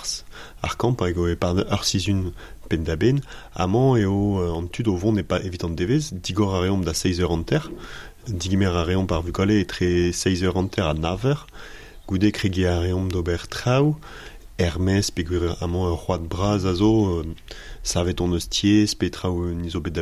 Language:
Breton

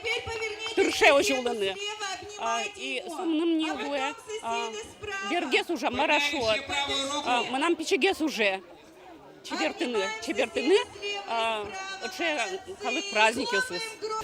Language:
Udmurt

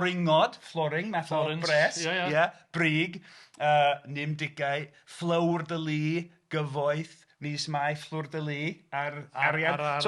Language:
Welsh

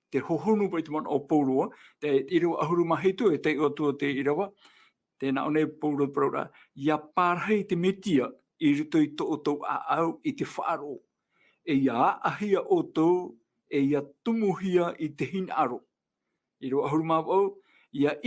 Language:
Tahitian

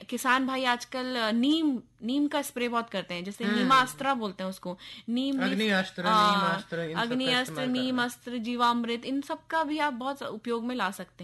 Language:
Hindi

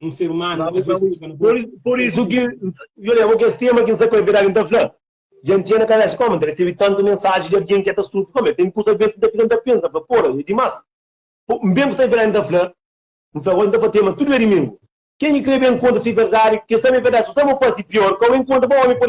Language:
Kabuverdianu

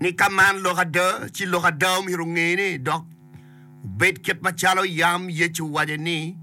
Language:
Acoli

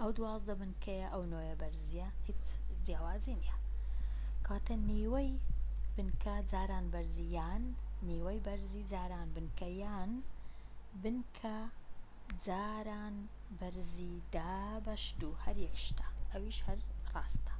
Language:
Central Kurdish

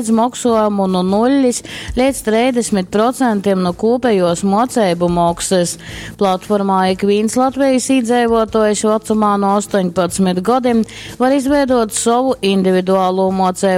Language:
Latgalian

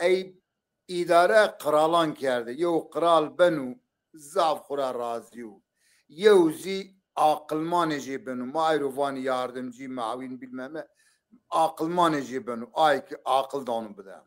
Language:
Zaza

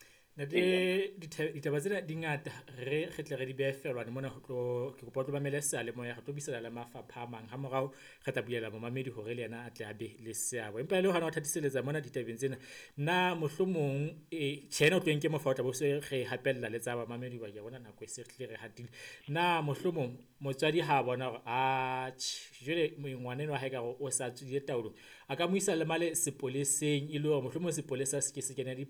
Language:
Southern Sotho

